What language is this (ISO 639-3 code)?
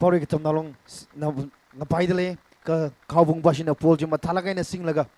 nmf